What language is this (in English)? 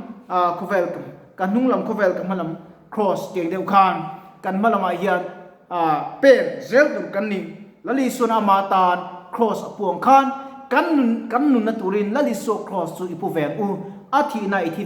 Mizo